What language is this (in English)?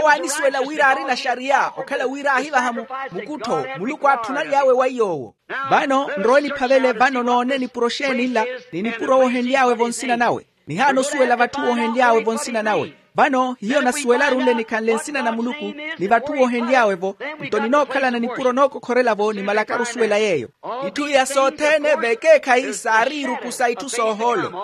Makhuwa